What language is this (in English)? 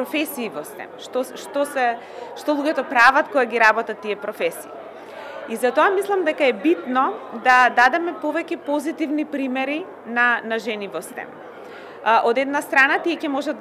Macedonian